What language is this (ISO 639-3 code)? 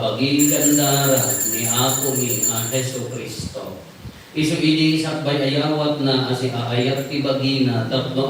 ilo